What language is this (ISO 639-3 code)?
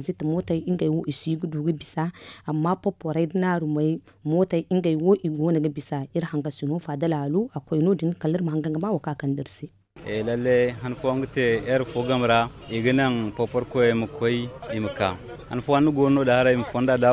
dje